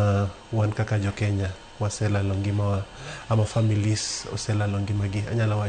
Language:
Luo (Kenya and Tanzania)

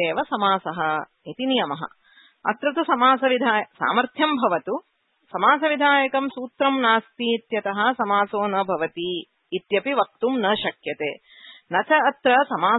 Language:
Sanskrit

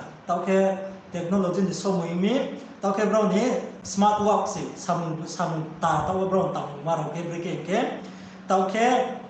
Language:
Riang (India)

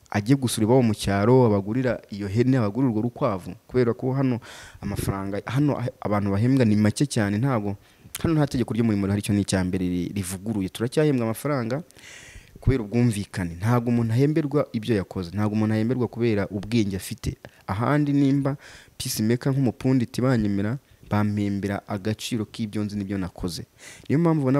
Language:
Kinyarwanda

